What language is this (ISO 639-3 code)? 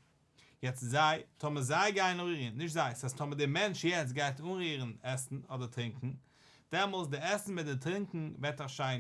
yid